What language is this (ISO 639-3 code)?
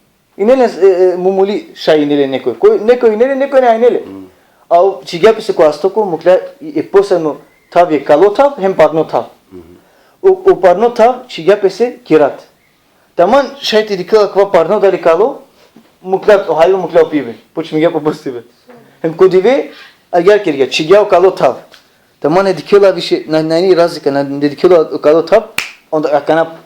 rmn